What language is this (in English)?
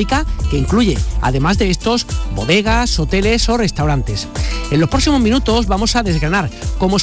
Spanish